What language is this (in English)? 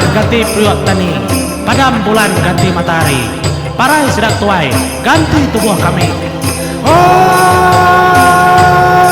Iban